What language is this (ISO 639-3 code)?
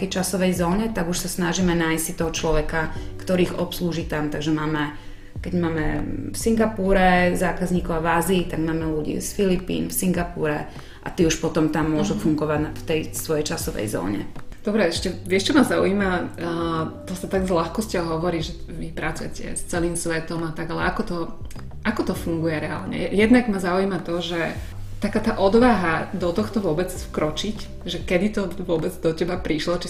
slk